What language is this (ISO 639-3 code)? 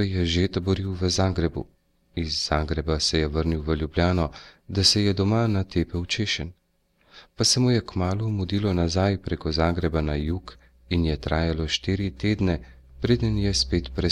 slv